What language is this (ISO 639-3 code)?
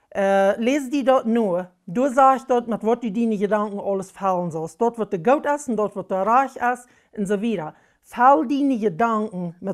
pdt